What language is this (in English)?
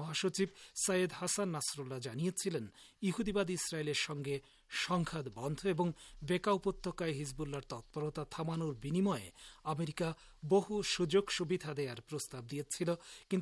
Bangla